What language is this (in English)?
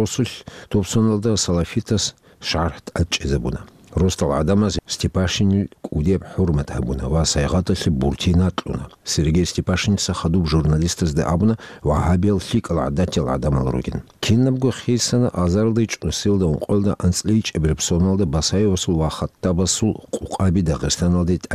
Avaric